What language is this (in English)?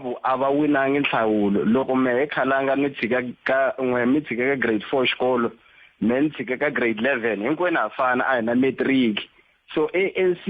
Tsonga